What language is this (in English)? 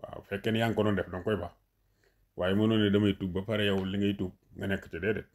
Wolof